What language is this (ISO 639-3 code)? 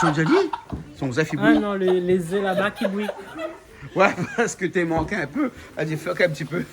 rcf